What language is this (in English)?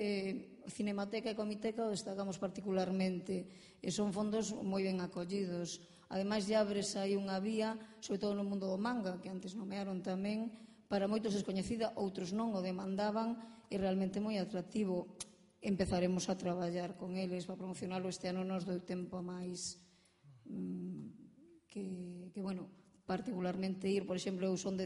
Galician